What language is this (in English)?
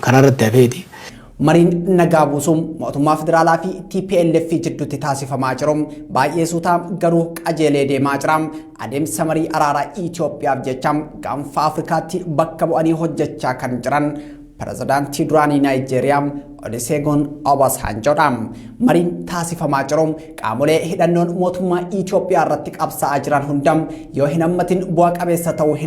Oromo